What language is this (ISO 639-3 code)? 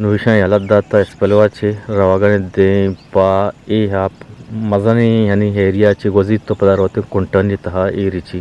bgp